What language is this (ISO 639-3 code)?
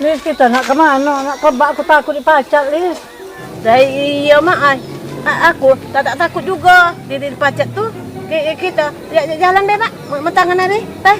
mui